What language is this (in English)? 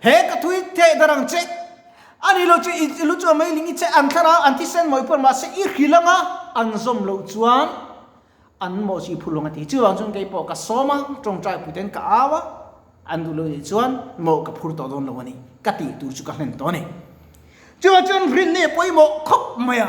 Mizo